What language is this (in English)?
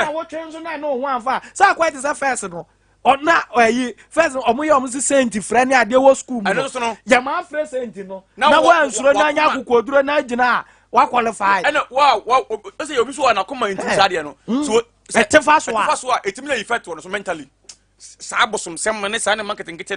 Akan